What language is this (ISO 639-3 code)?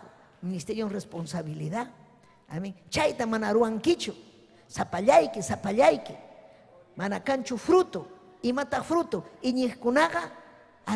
quy